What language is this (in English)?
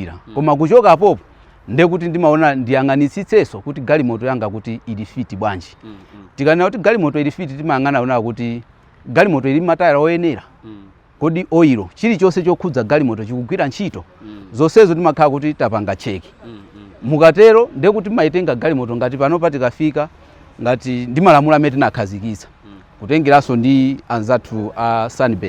Nyanja